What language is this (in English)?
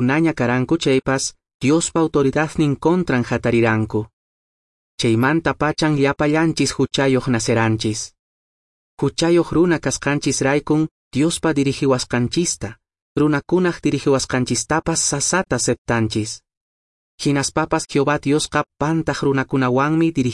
Quechua